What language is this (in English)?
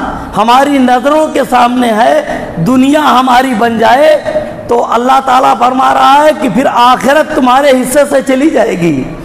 Urdu